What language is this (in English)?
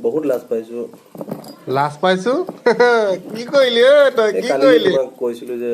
Assamese